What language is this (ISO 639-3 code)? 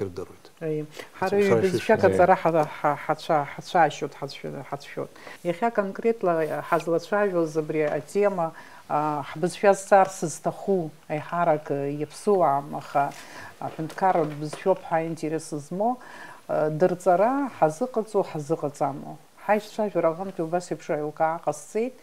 abk